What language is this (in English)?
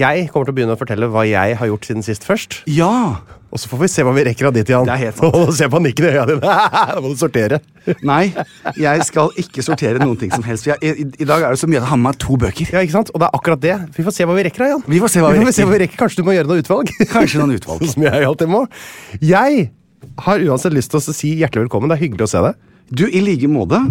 Norwegian